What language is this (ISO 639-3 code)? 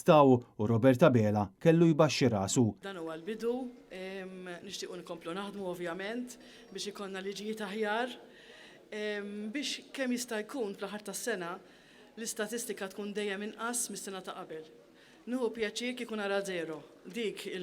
mlt